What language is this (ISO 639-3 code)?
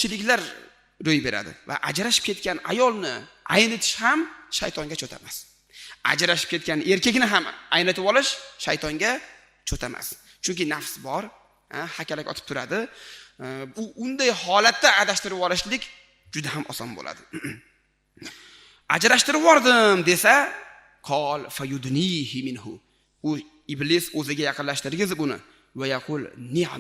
uzb